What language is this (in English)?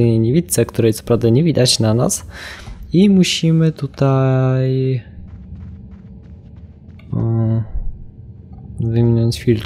Polish